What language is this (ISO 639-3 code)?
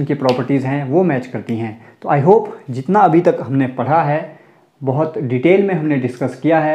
hin